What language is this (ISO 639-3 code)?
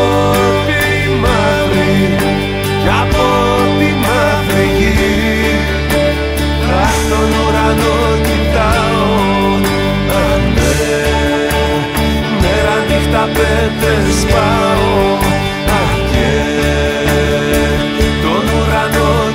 ell